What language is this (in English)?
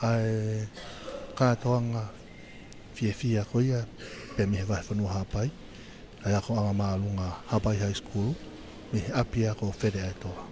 Tongan